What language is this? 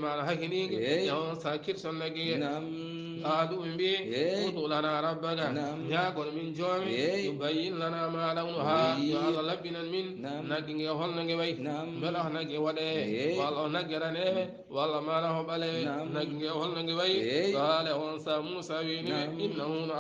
Fula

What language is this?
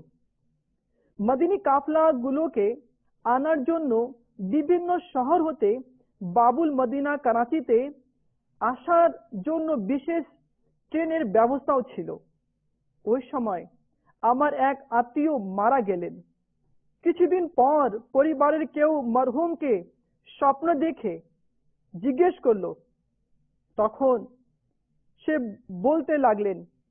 Bangla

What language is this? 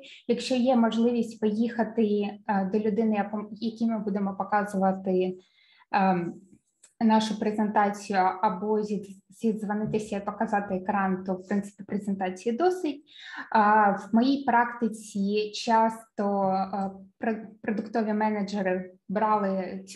Ukrainian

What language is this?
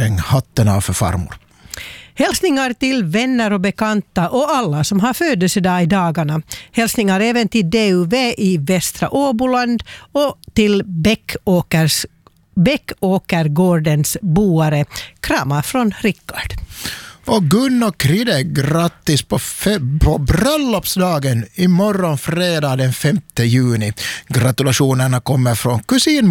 Swedish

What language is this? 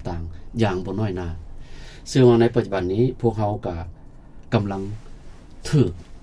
Lao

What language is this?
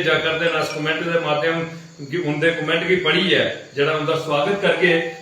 Dogri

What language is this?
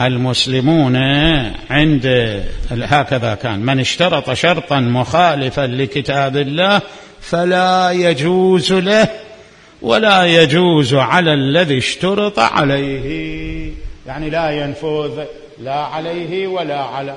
Mesopotamian Arabic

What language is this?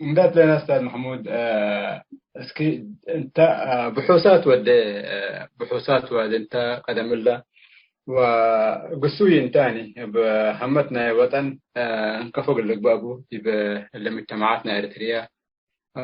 Tigre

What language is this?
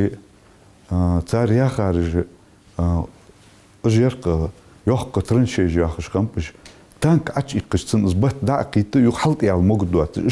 Ingush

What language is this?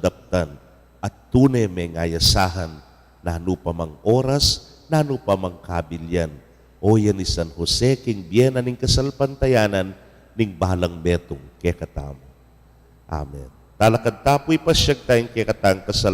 Pampanga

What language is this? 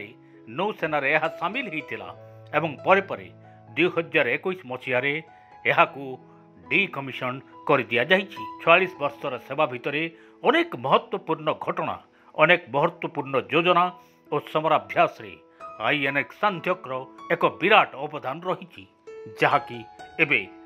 Odia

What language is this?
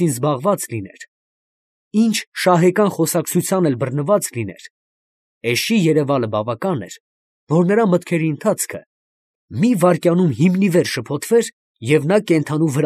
Armenian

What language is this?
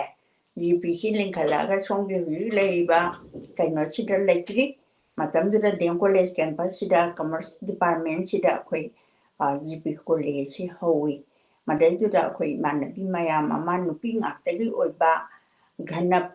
Manipuri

